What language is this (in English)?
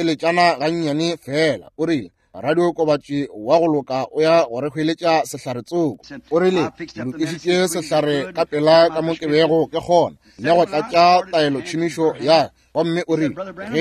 Northern Sotho